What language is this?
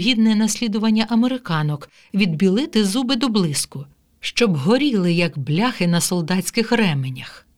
Ukrainian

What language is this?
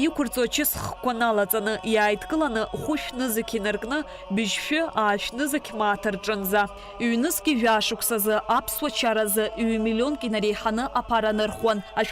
Abkhazian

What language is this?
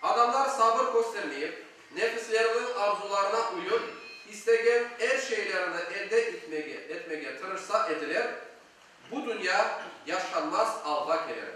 Crimean Tatar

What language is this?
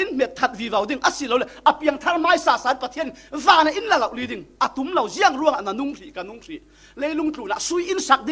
Falam Chin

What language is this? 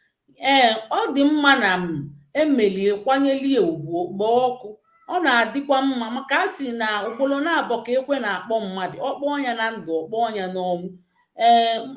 Igbo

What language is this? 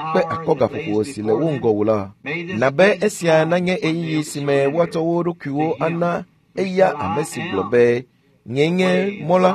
Ewe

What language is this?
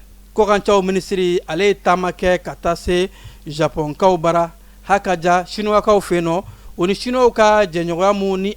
Bambara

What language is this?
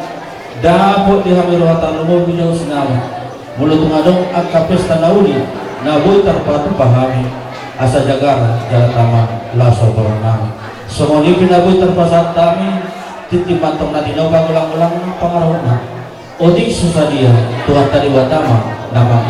Batak Toba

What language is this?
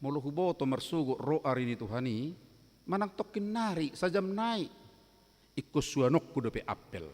Batak Toba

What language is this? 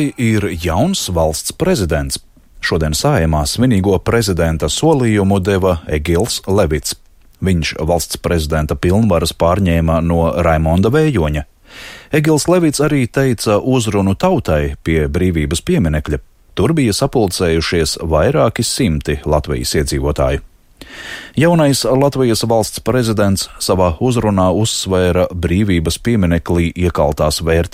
Latvian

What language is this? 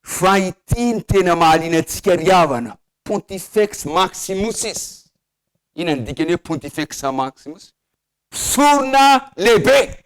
Malagasy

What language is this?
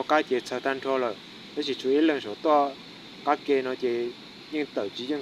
Hmong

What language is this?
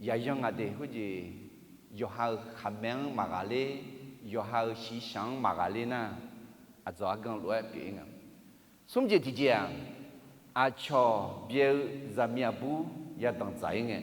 Akha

